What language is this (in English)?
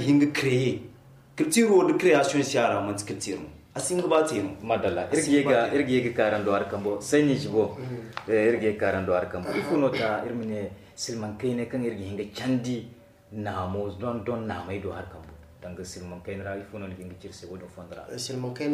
Zarma